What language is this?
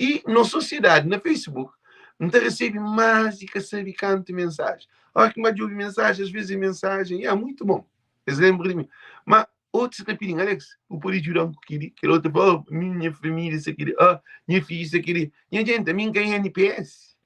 Kabuverdianu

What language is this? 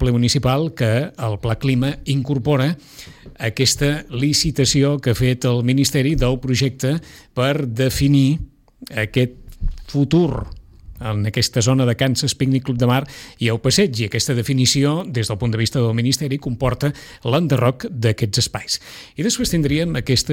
Catalan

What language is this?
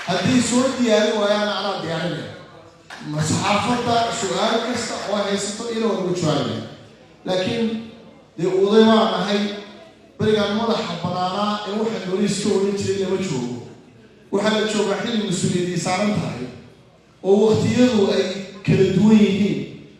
Somali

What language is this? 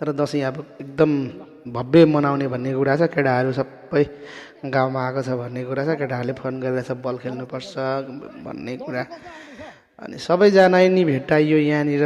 Nepali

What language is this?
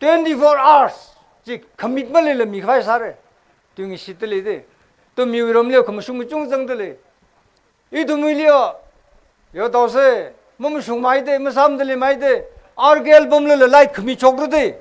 Tangkhul Naga (India)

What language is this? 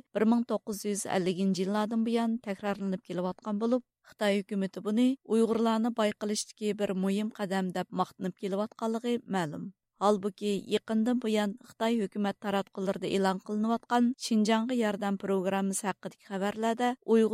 Uyghur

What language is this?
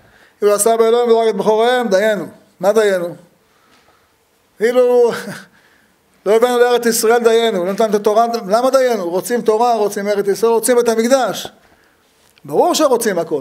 Hebrew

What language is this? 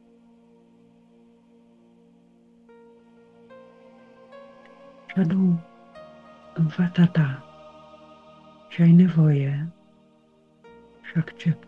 Romanian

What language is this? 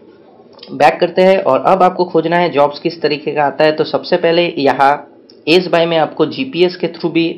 Hindi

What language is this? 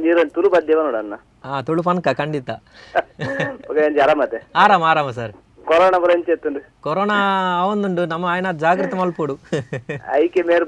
Tulu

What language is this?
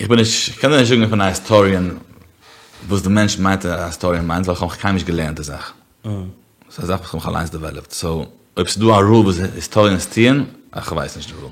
Yiddish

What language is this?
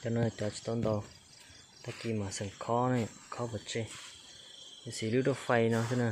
Hmong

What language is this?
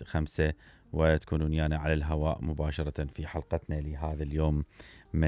Mesopotamian Arabic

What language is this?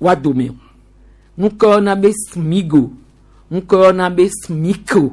Gen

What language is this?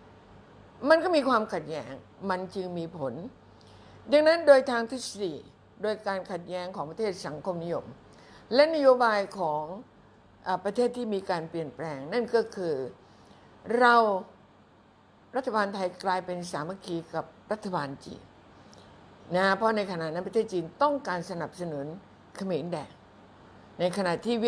Thai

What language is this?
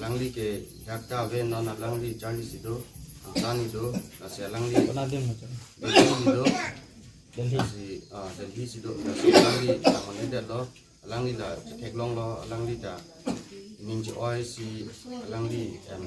Karbi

